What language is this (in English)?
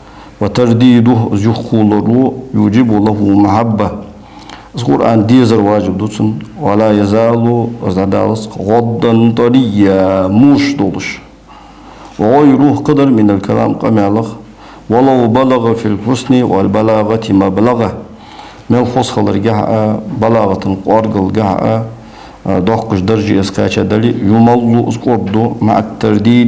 Ingush